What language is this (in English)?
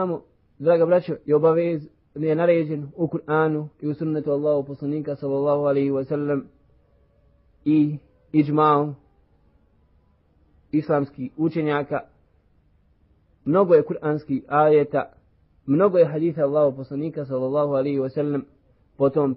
Bosnian